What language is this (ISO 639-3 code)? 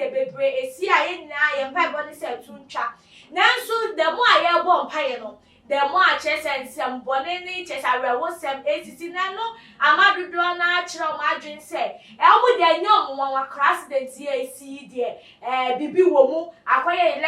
aka